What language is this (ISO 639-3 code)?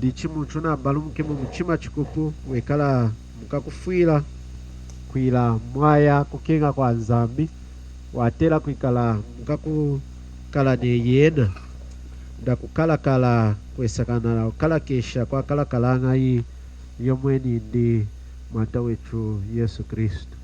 lun